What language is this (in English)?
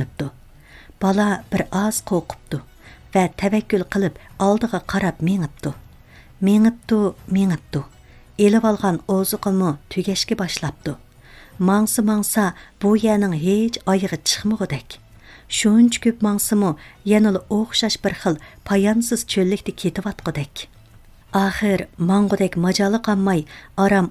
Uyghur